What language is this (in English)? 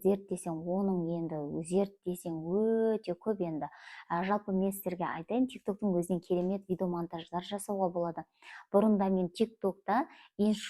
Kazakh